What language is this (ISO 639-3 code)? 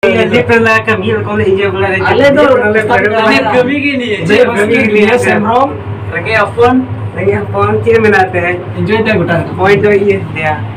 sat